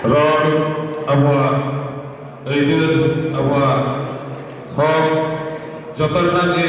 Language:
Santali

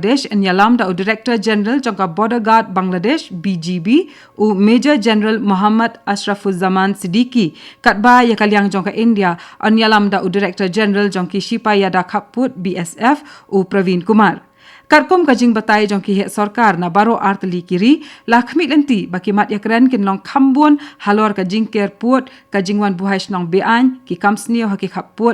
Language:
Khasi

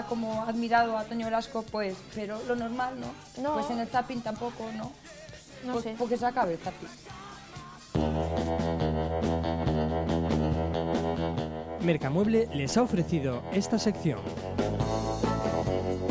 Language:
Spanish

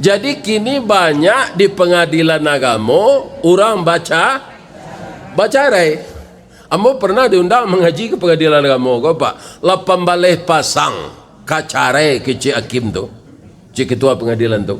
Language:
Minangkabau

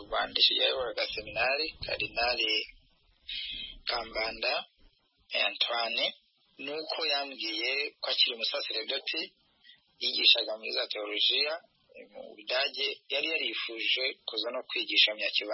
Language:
Kinyarwanda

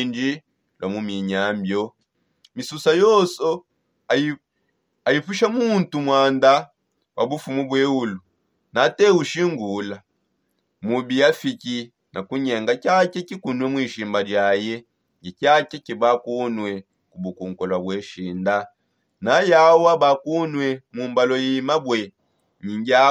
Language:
Songe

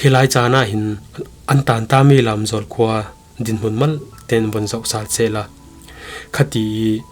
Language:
Falam Chin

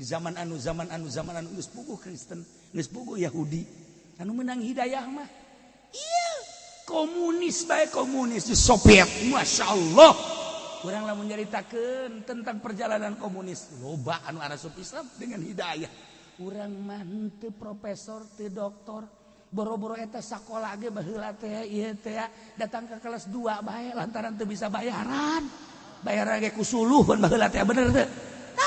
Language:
Sundanese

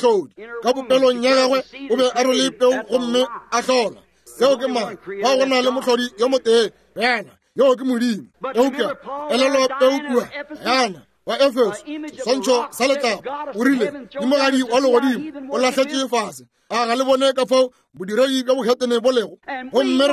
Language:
Northern Sotho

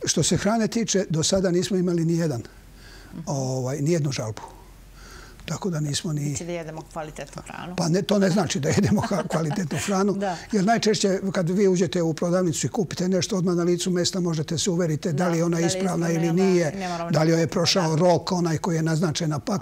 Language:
Serbian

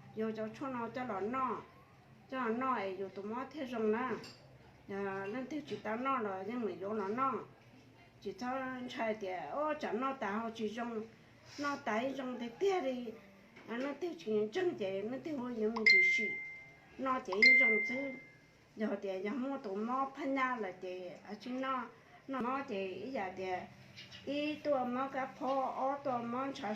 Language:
Hmong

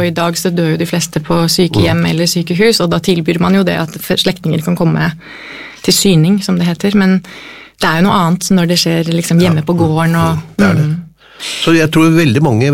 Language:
Norwegian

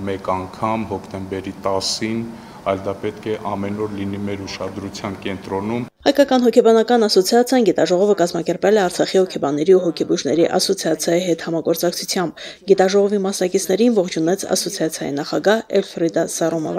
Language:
Armenian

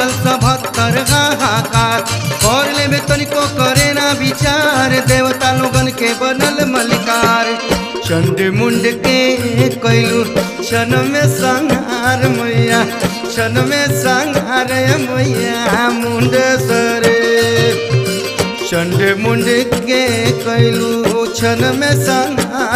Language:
Bhojpuri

